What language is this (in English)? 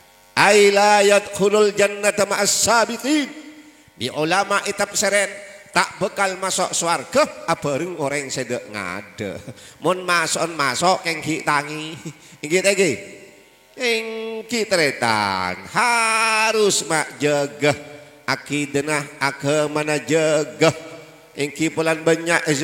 Madurese